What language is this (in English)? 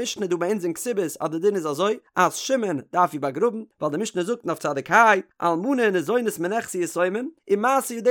Yiddish